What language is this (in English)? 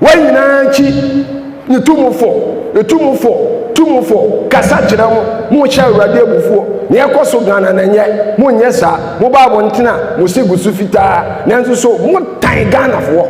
Akan